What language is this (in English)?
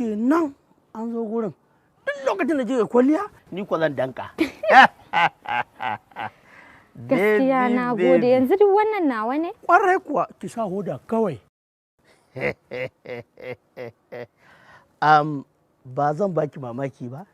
Hausa